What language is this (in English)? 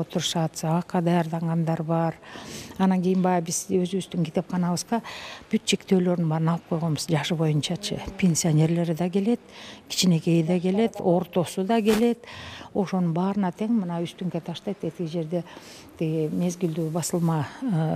Kyrgyz